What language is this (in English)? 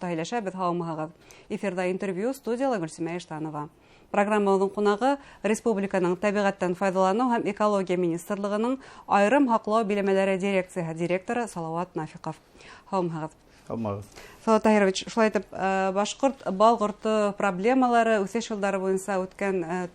Bashkir